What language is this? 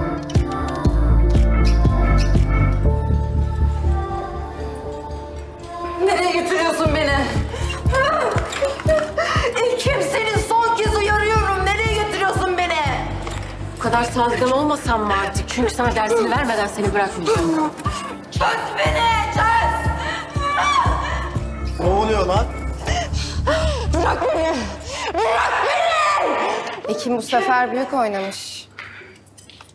Turkish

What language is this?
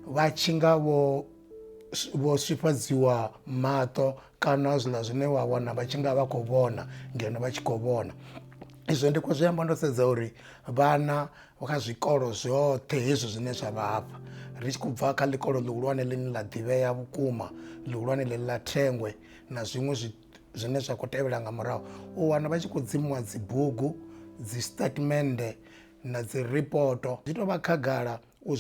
Venda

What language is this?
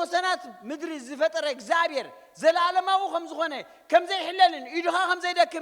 Tigrinya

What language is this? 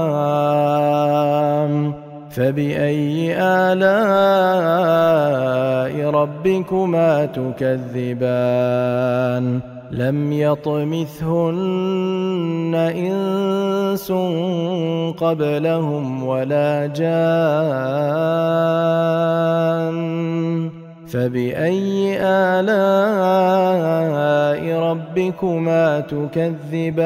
Arabic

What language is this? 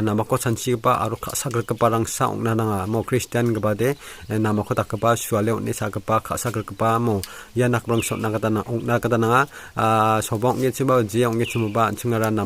Garo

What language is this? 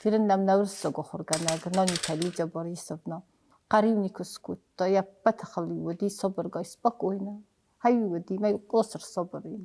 Ossetic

